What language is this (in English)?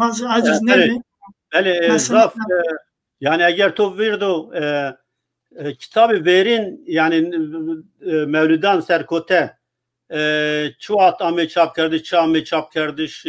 Zaza